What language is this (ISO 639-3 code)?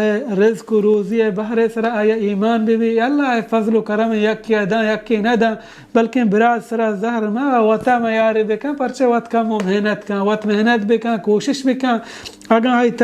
bal